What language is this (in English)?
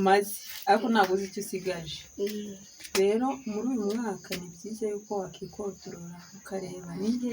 Kinyarwanda